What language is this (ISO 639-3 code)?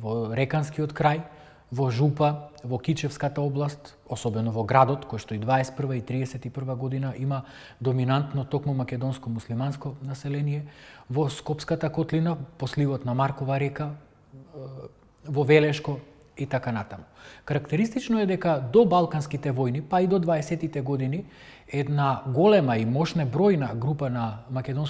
mkd